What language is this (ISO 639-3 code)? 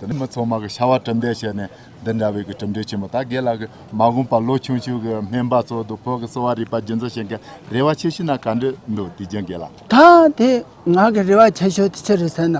bod